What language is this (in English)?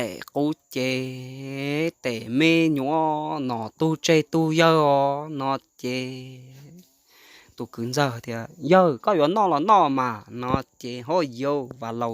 Hmong